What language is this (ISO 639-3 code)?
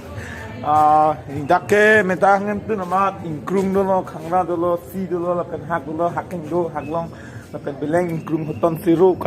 mjw